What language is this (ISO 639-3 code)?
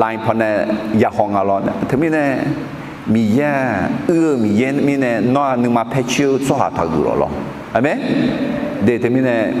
ahk